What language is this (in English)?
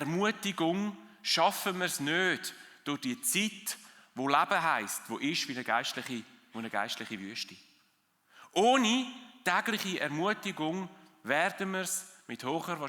Swiss German